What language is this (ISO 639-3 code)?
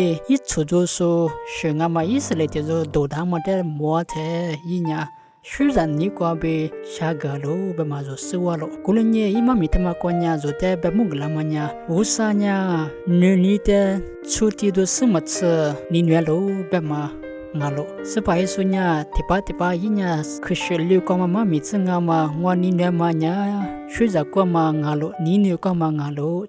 lis